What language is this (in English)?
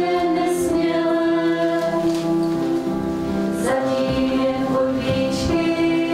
Czech